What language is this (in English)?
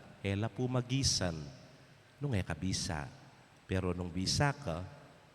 Pampanga